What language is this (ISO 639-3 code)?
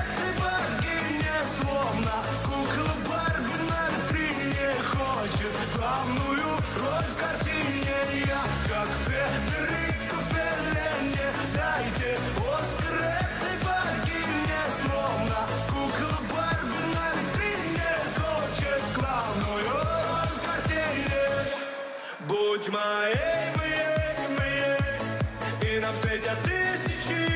rus